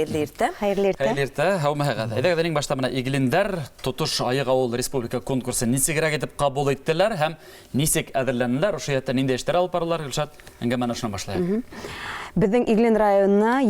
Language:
Bashkir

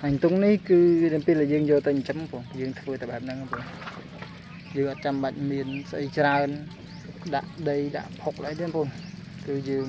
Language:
Khmer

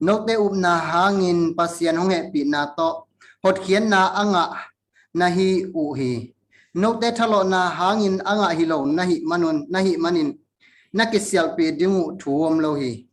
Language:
Tedim Chin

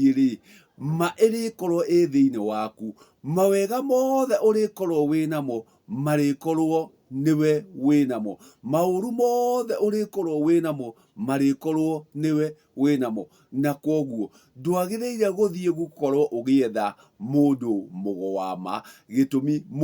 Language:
Kikuyu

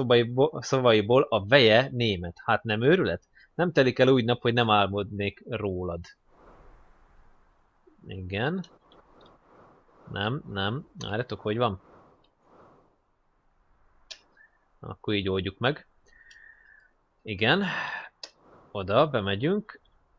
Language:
Hungarian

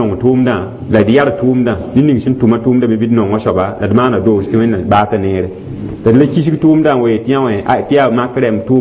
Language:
Mossi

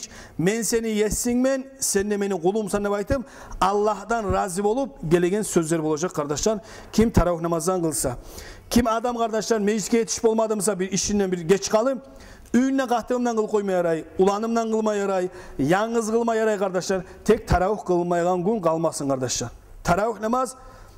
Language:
Kumyk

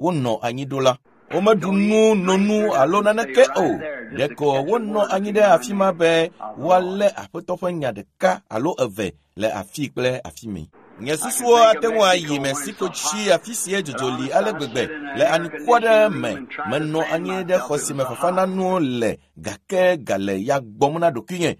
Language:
Ewe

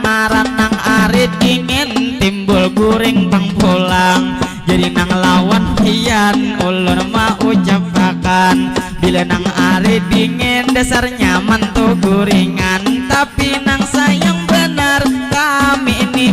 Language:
Banjar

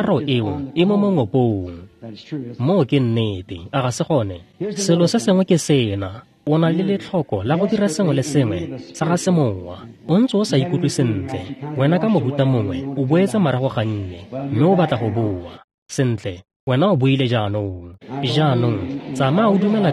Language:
Tswana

